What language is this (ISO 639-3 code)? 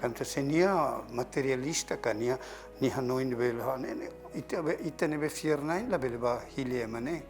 tet